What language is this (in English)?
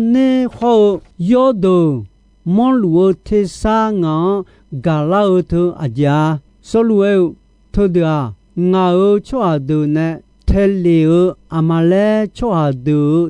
Akha